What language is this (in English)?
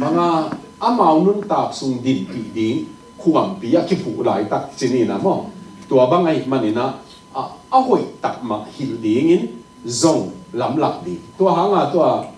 Tedim Chin